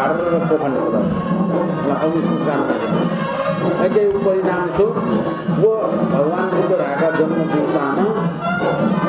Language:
Newari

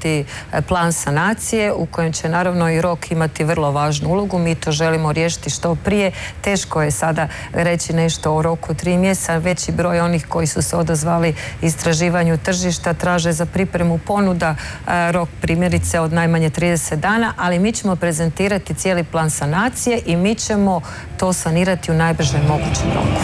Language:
Croatian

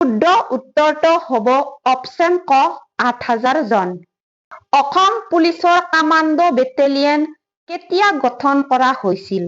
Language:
Assamese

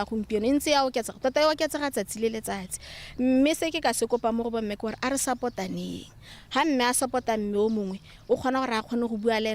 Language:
Tswana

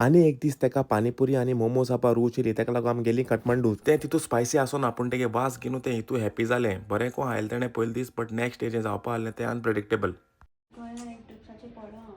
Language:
Konkani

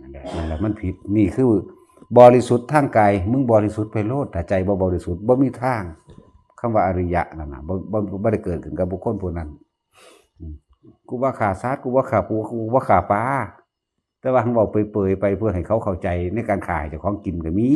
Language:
Northeastern Thai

